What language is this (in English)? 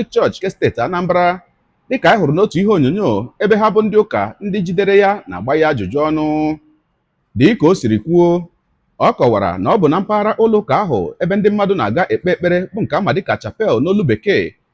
Igbo